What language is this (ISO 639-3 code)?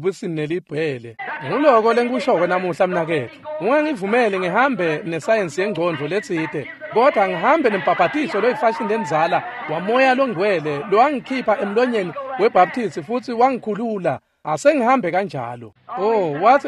ssw